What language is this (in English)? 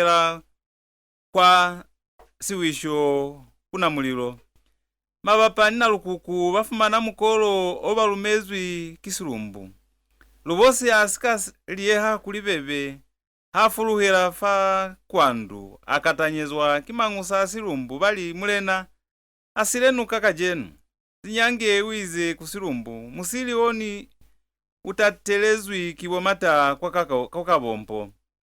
Lozi